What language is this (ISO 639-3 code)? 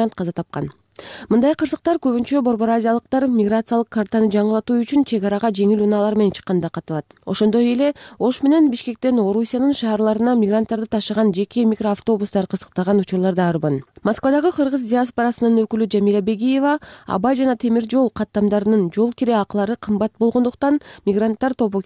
kir